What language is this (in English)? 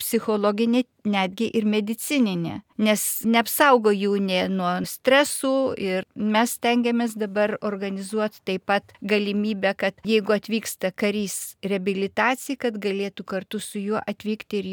Lithuanian